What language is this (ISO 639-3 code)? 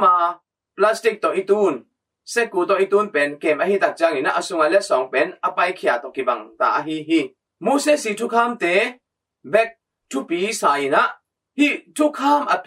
ctd